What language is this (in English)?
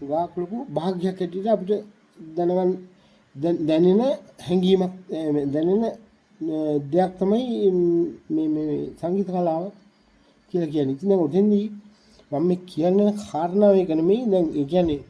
Sinhala